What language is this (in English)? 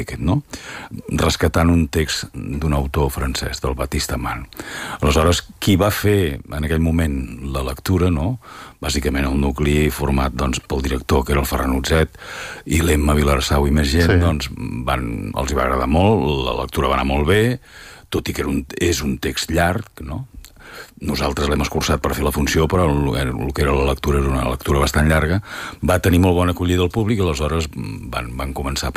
Catalan